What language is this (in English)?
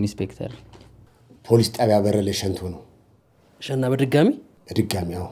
Amharic